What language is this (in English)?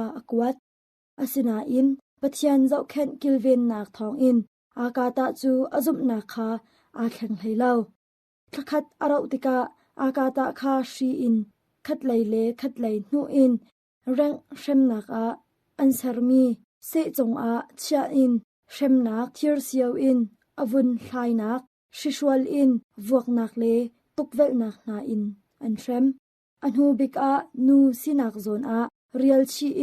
Hakha Chin